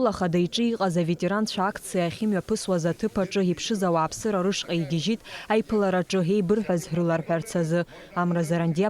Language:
Abkhazian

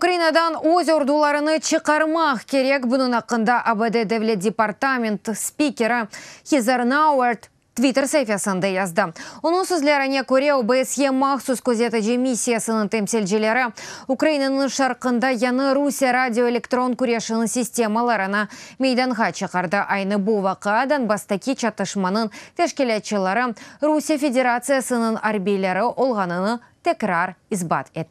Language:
Crimean Tatar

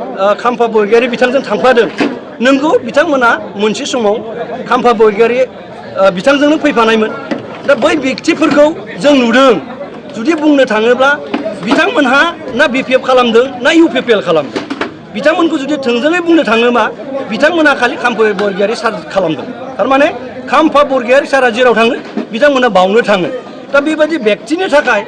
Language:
Bodo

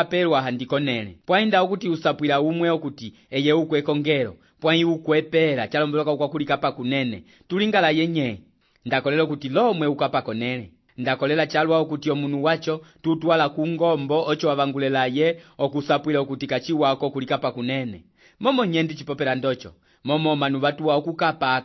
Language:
Umbundu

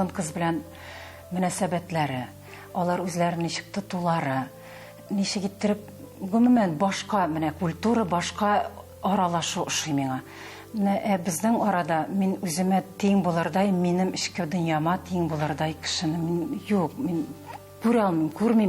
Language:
Tatar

